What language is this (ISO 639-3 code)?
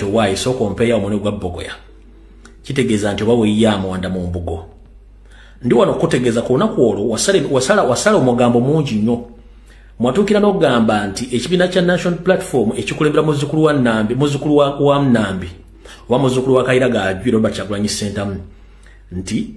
lug